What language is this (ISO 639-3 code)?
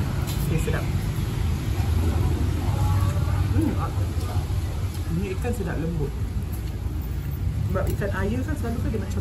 msa